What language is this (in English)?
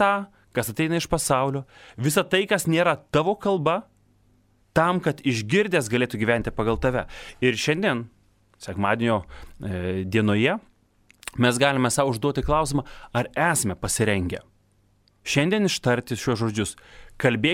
Lithuanian